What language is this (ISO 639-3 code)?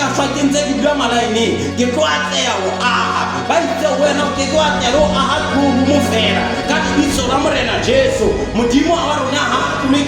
sot